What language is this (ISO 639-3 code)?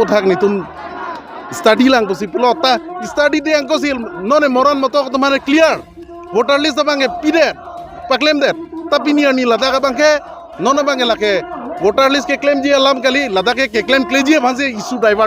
mjw